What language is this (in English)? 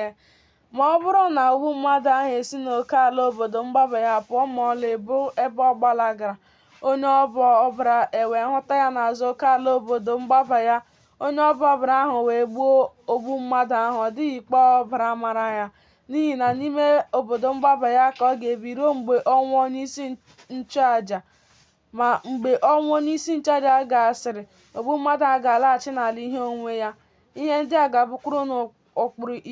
Igbo